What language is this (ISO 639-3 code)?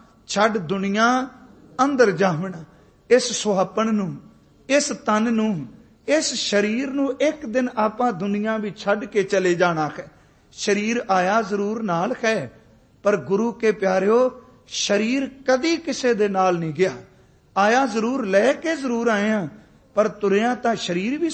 pan